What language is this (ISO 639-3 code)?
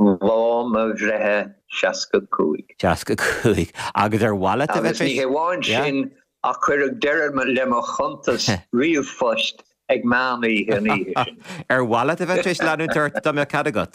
gle